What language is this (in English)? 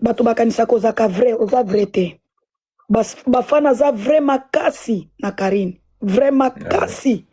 Lingala